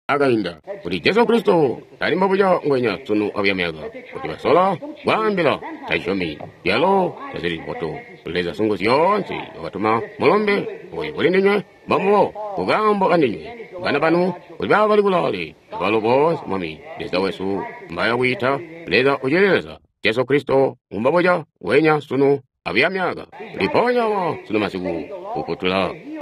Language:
Tonga (Zambia)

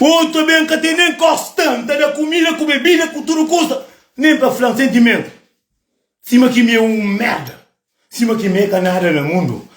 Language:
Kabuverdianu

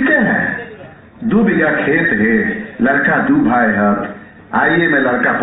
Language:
Magahi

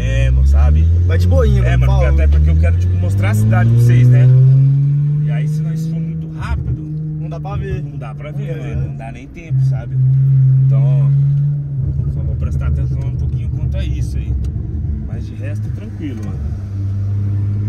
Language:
Portuguese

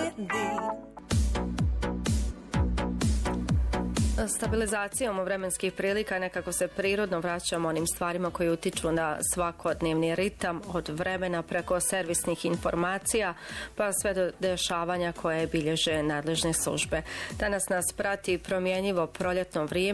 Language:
Bosnian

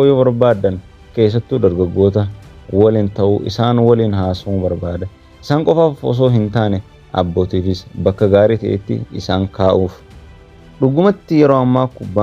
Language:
Oromo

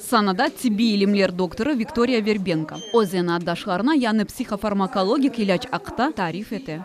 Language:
Crimean Tatar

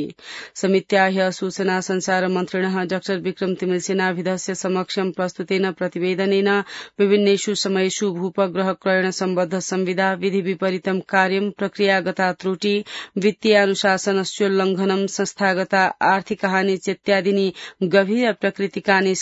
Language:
Sanskrit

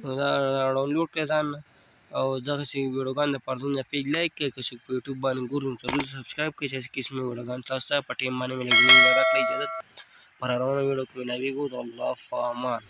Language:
Pashto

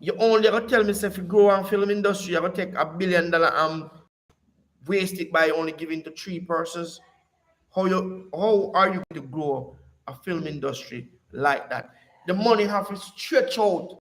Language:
Jamaican Creole English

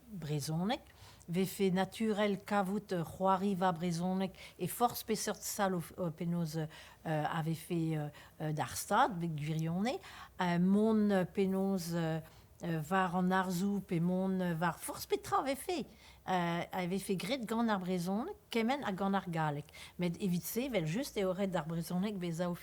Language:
Breton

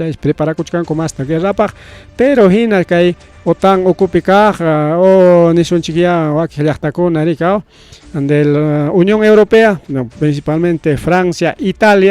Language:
Ayacucho Quechua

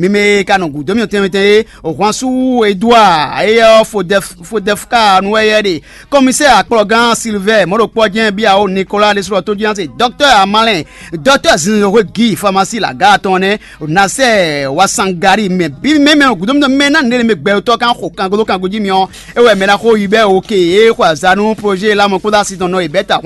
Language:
Fon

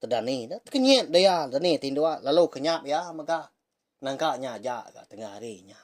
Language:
Iban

